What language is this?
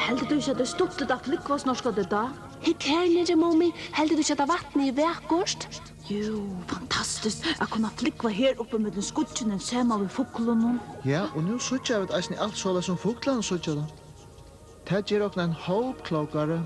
Faroese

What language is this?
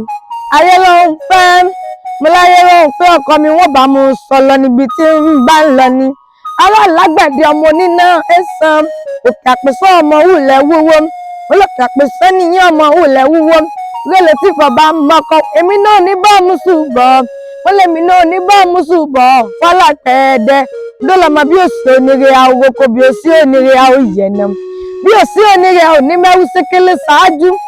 Yoruba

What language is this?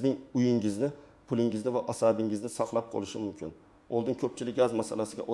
Uzbek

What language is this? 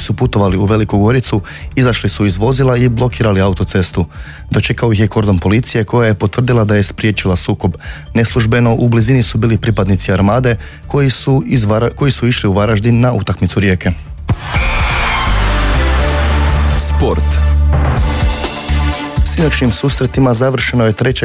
Croatian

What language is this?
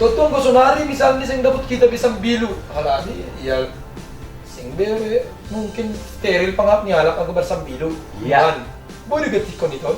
Batak Simalungun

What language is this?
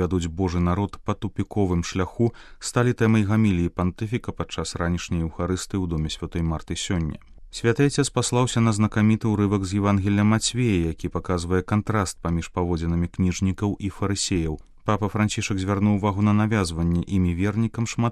Belarusian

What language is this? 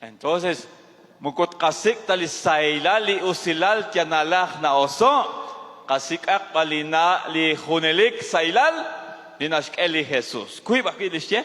Kekchí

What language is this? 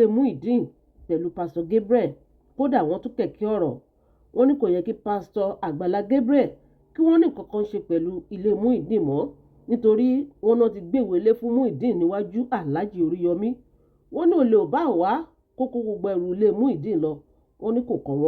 Yoruba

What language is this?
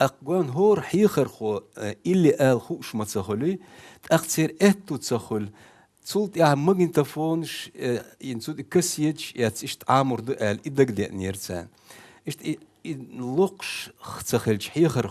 Chechen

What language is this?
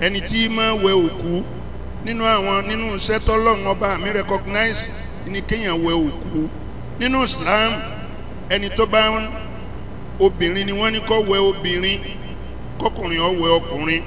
Yoruba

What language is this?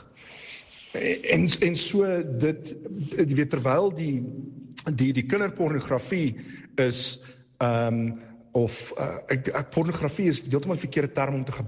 Afrikaans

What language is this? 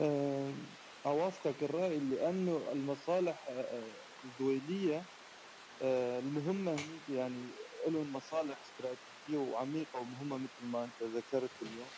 North Levantine Arabic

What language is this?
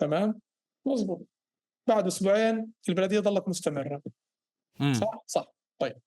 North Levantine Arabic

